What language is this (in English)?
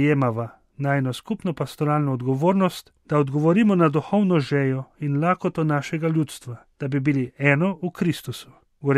Slovenian